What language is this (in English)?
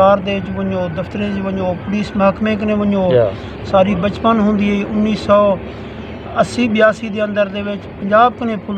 Saraiki